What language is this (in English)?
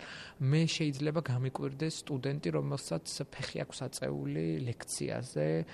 Georgian